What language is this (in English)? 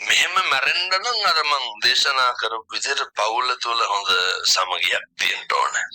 Sinhala